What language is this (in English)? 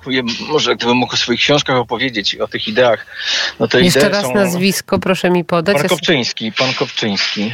Polish